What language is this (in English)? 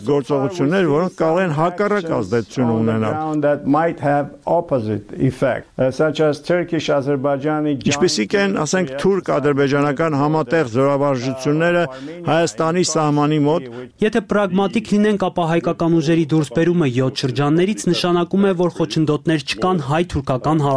Armenian